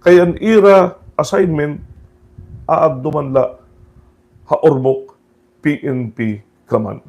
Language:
Waray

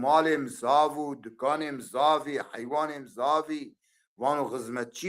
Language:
Zaza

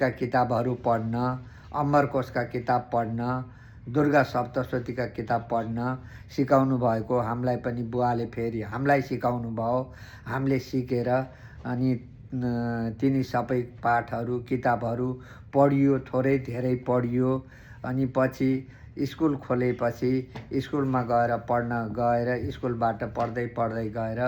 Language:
Nepali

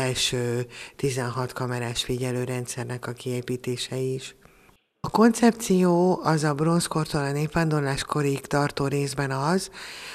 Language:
Hungarian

